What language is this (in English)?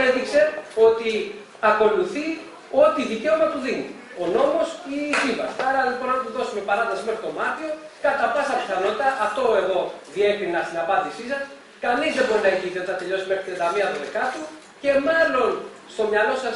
Greek